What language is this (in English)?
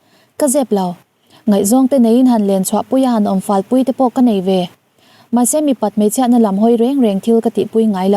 Mizo